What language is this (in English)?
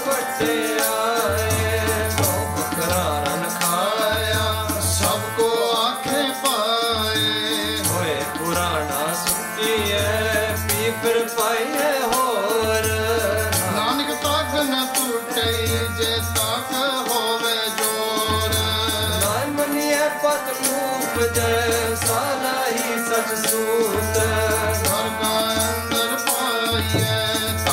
Punjabi